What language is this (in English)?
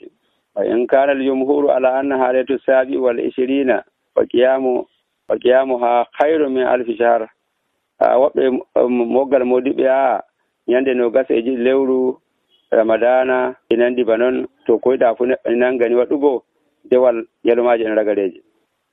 Nigerian Fulfulde